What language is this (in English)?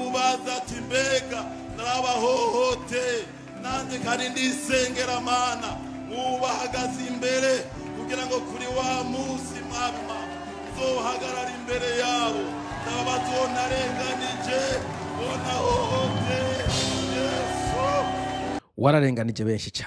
Rundi